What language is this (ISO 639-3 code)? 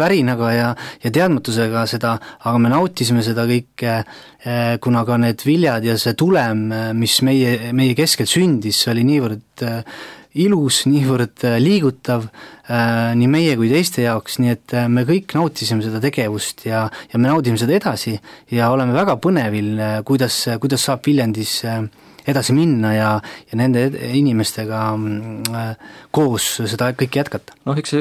est